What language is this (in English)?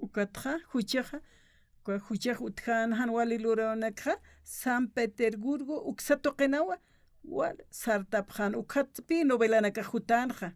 Aymara